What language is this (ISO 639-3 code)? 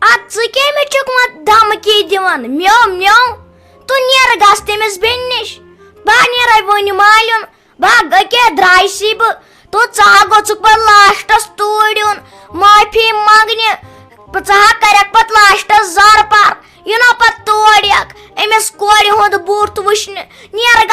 kas